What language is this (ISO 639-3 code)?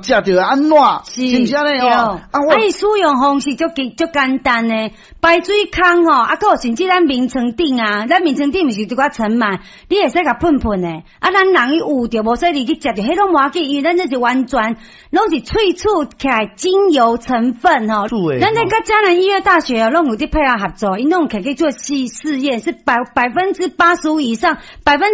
nan